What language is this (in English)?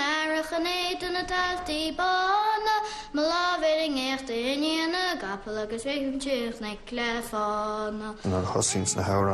Irish